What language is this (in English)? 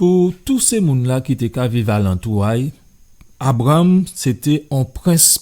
Guadeloupean Creole French